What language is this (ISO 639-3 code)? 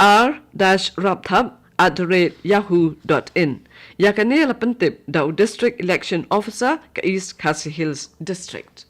kha